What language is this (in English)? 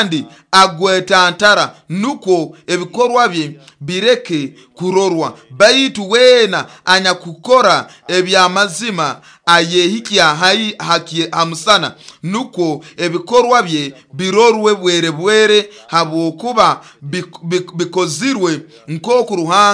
Nyoro